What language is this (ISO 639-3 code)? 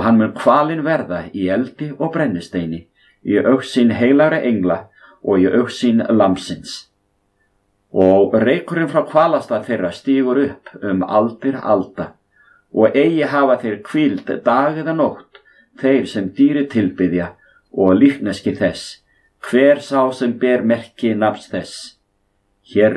isl